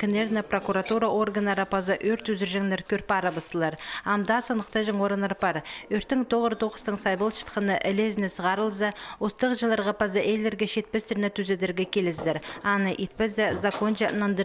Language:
Khakas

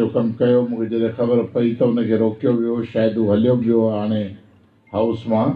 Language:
Sindhi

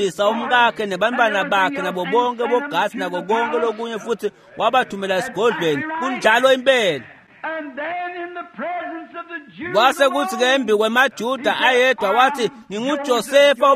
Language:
Swati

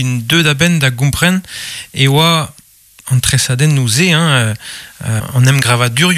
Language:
Breton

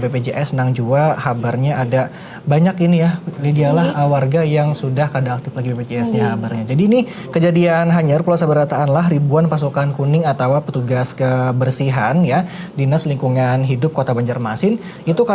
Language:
Banjar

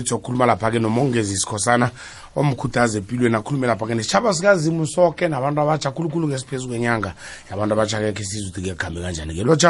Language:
South Ndebele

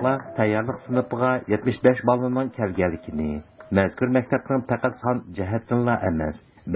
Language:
Uyghur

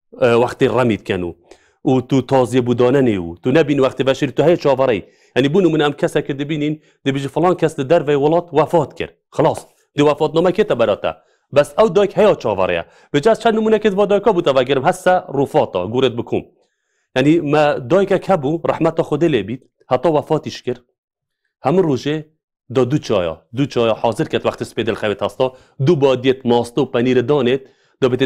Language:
Kurdish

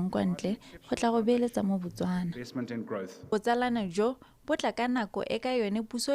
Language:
Tswana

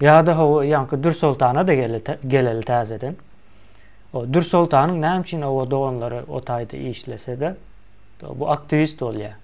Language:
Turkmen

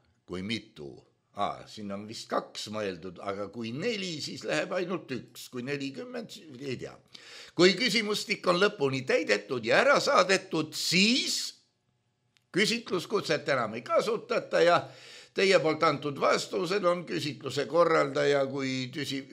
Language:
Estonian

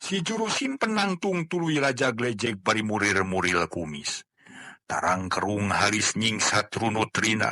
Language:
Sundanese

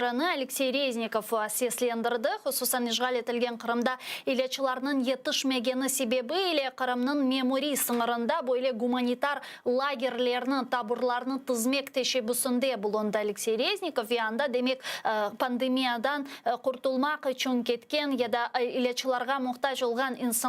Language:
Crimean Tatar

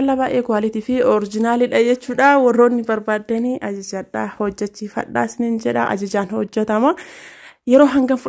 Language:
Oromo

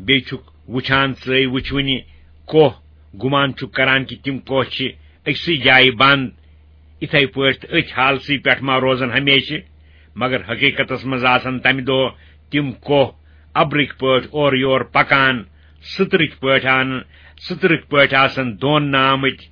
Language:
Kashmiri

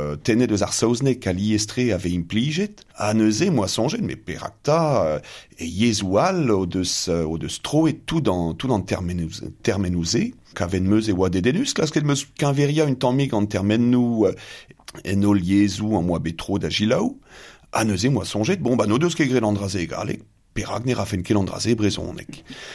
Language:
Breton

